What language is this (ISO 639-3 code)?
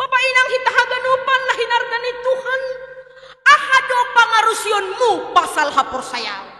bts